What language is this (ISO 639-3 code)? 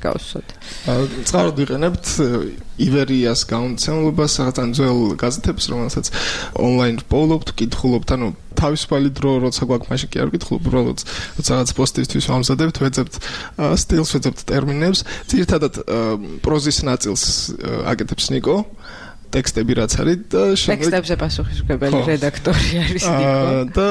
kat